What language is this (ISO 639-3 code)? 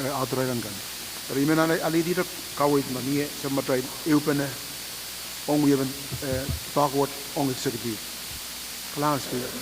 pon